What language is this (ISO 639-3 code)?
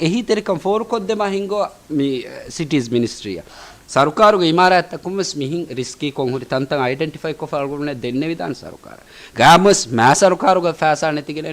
div